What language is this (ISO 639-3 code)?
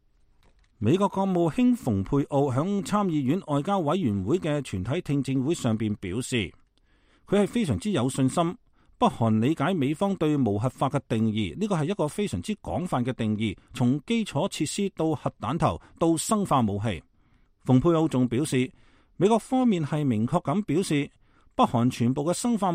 yue